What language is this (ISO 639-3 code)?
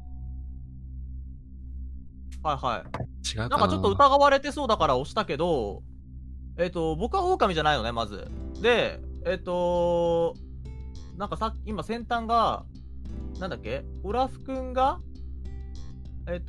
jpn